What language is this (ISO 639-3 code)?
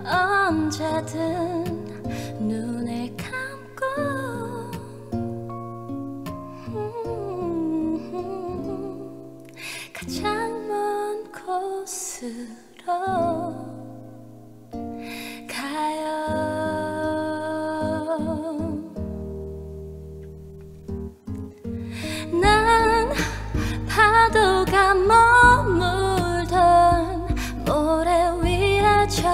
kor